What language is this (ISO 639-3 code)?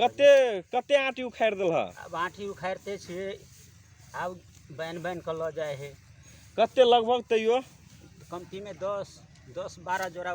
mag